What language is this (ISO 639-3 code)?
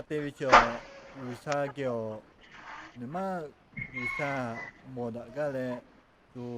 lhu